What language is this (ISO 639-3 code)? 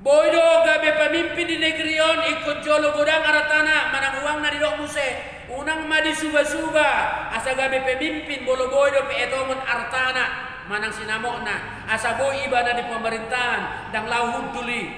bbc